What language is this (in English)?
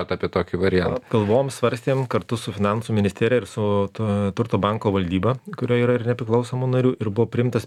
Lithuanian